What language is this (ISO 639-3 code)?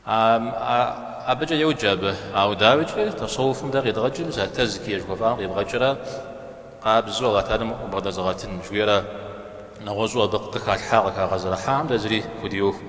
kbd